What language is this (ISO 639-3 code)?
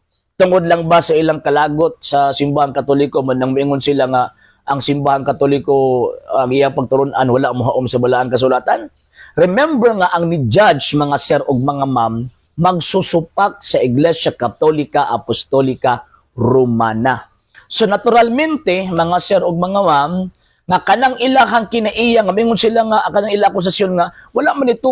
ceb